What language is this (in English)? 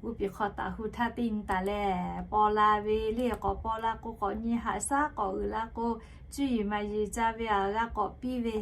Lahu